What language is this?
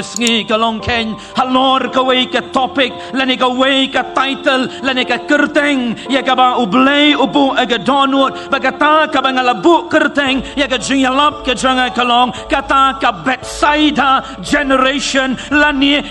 Khasi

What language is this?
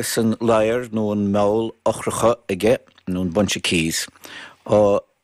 Irish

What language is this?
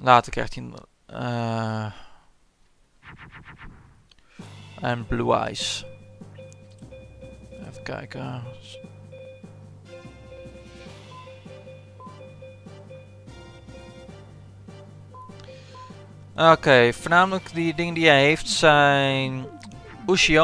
Dutch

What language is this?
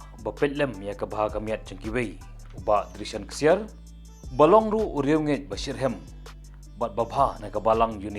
Khasi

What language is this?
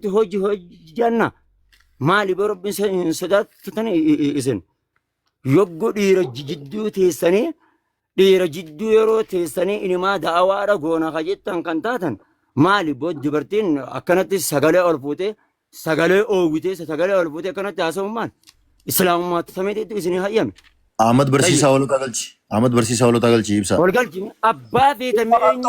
Oromo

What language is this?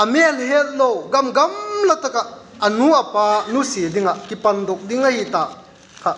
Vaiphei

